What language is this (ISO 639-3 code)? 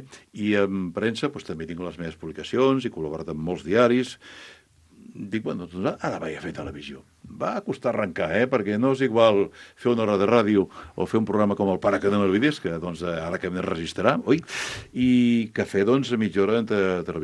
cat